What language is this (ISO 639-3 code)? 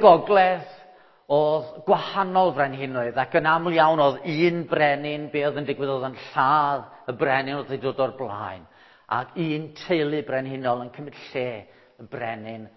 cym